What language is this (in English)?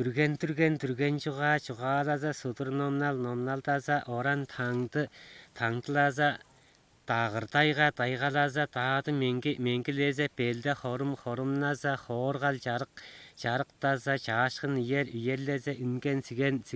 Tuvinian